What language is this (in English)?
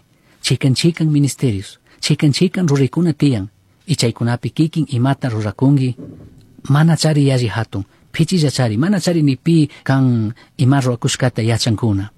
Chimborazo Highland Quichua